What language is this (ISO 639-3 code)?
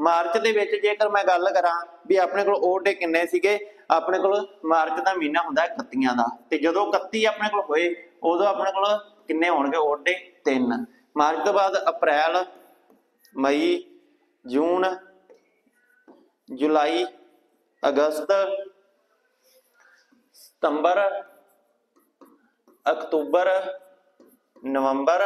pan